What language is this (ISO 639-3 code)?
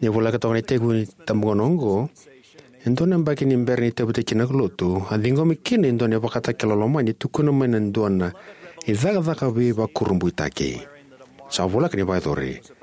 fij